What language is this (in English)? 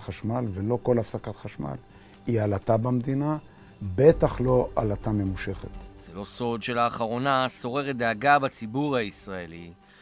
Hebrew